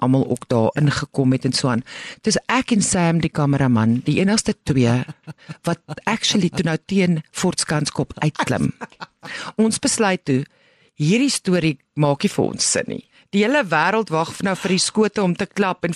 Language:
Afrikaans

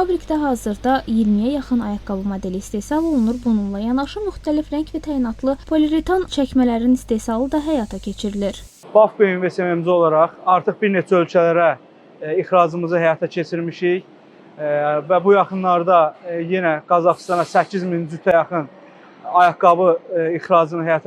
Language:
Azerbaijani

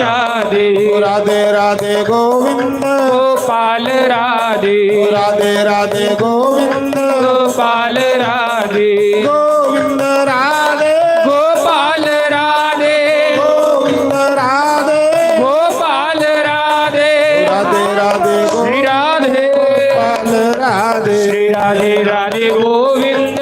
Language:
Dogri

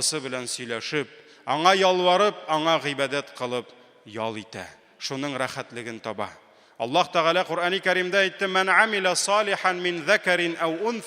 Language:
Tatar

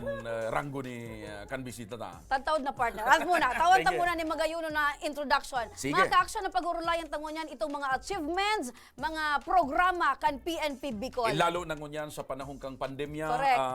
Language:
Bikol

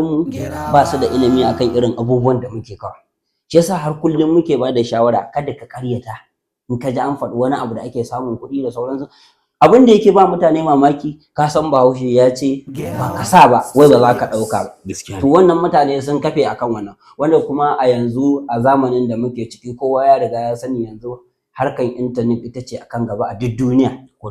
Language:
Hausa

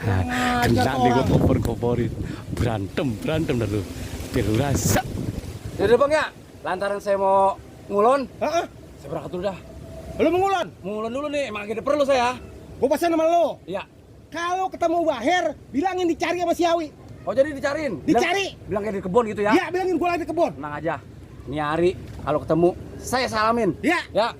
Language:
Betawi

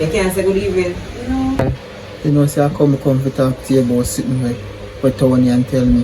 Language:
Jamaican Creole English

